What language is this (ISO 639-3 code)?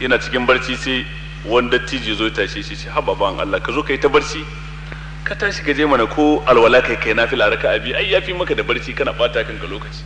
hau